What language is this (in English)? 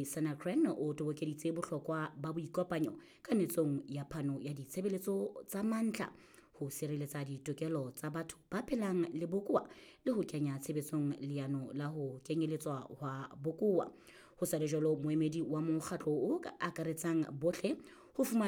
Southern Sotho